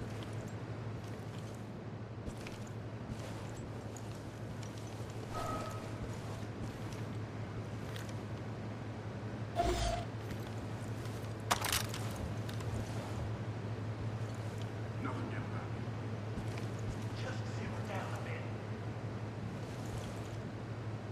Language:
English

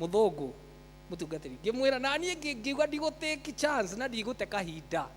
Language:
Kikuyu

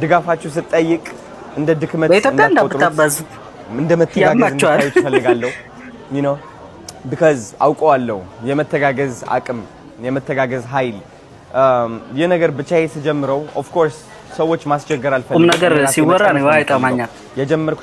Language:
Amharic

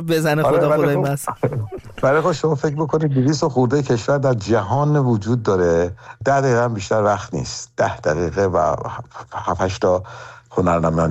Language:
Persian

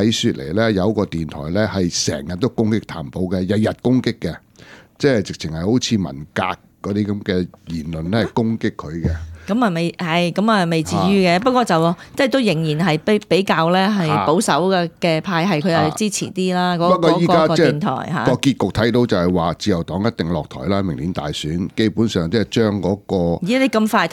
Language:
Cantonese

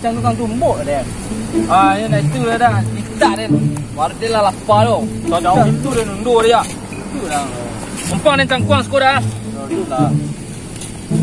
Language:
Minangkabau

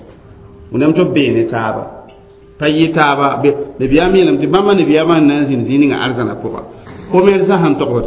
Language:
Mossi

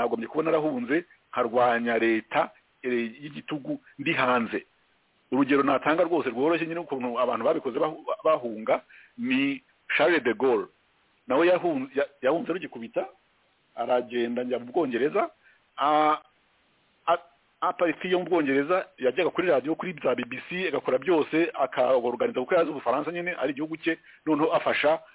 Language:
Kinyarwanda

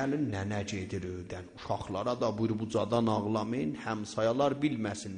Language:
South Azerbaijani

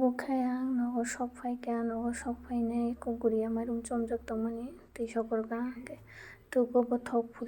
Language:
Kok Borok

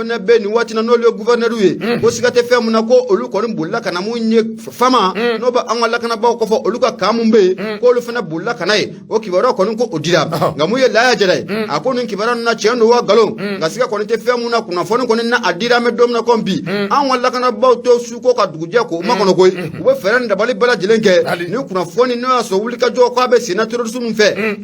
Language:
Bambara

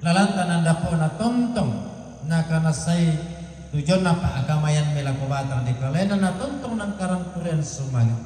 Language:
Toraja-Sa'dan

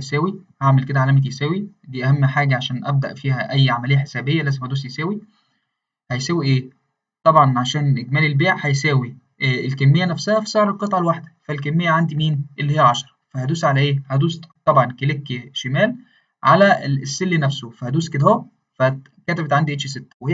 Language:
Egyptian Arabic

